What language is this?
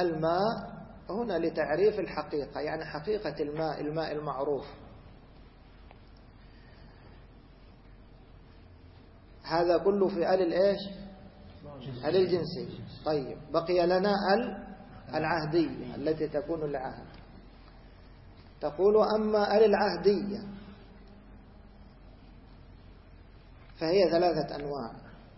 Arabic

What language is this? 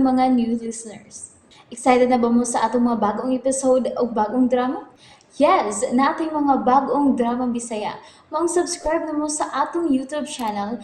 Cebuano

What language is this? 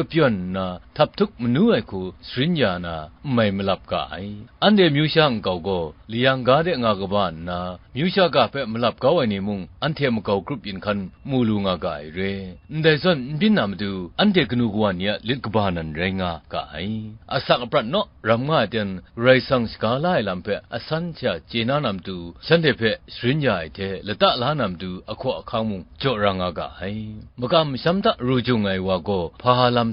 Kachin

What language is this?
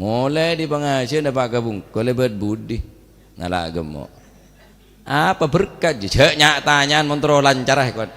Madurese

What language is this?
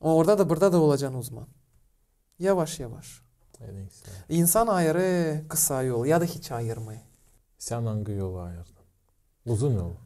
Gagauz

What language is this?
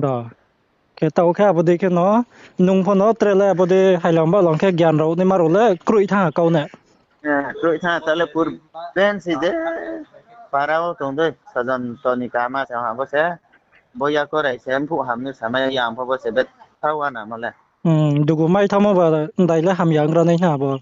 Riang (India)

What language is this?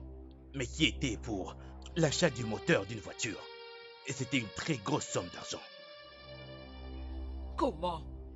French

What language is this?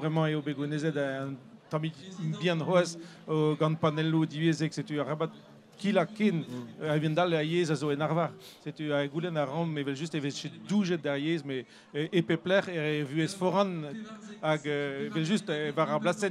Breton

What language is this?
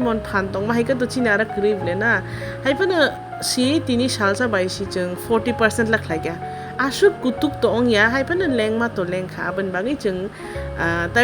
Kok Borok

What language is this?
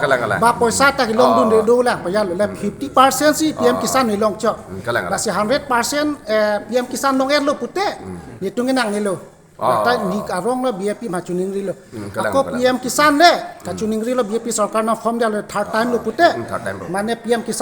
Karbi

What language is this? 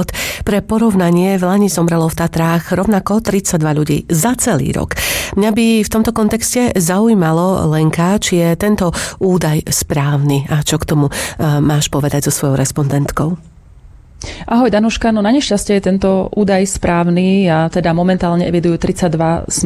Slovak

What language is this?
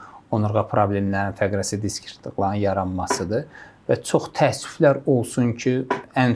Azerbaijani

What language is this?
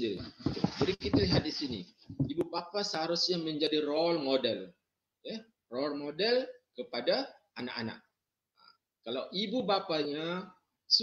Malay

